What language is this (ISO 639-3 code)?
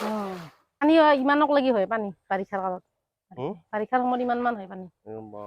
asm